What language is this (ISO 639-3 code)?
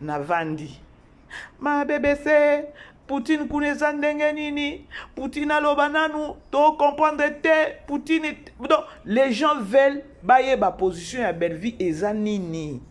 lin